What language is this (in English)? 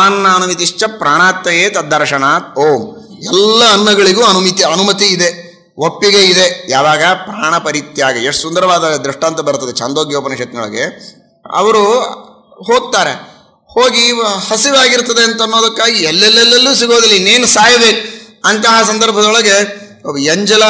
Kannada